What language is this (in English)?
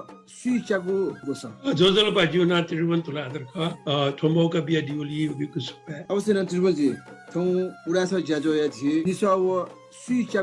Newari